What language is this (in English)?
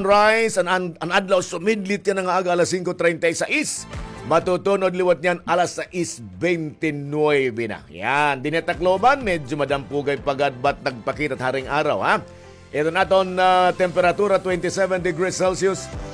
Waray